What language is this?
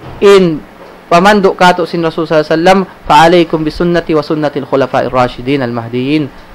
Tausug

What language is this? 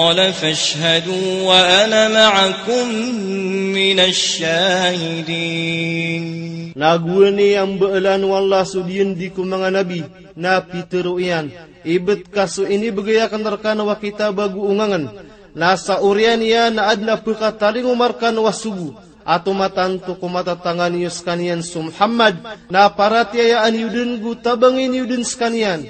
Maranao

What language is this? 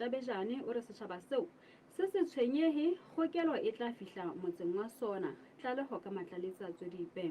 Southern Sotho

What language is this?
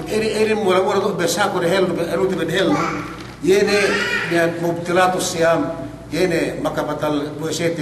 Yakan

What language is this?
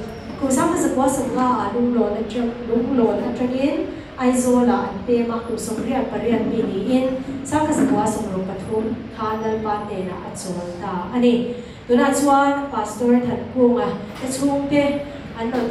Mizo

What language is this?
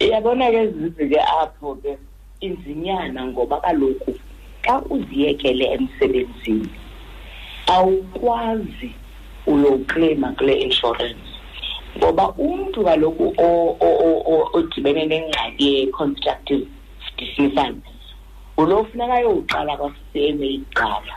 Xhosa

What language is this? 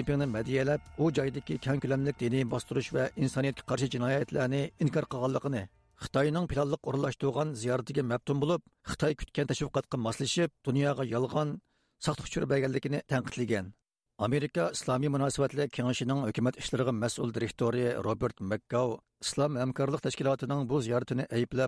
Uyghur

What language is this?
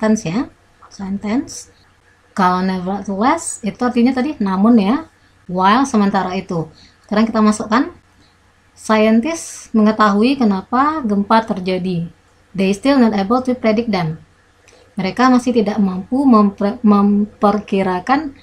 Indonesian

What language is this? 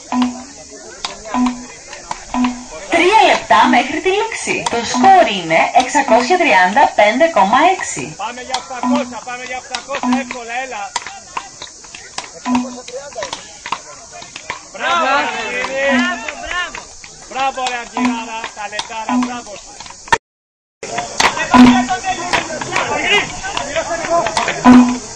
Greek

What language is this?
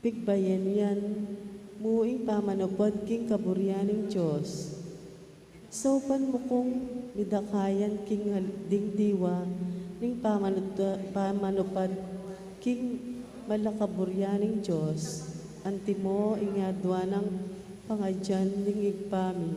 Pampanga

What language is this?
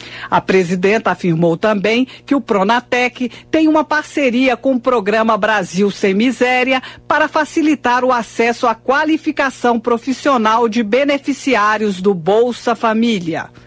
Portuguese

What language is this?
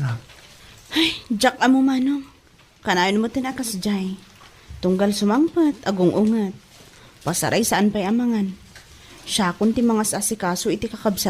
Iloko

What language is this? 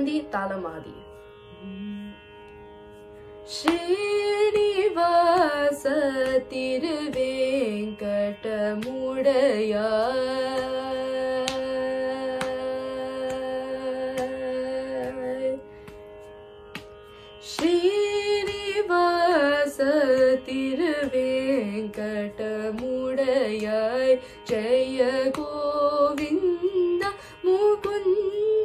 Tamil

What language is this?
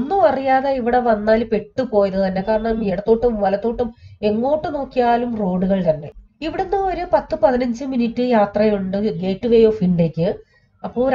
Malayalam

